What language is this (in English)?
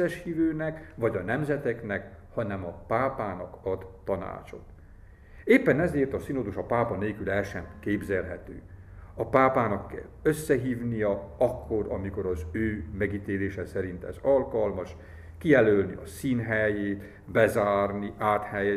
Hungarian